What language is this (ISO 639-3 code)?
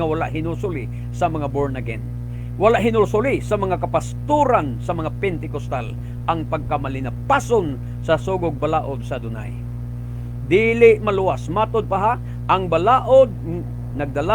ceb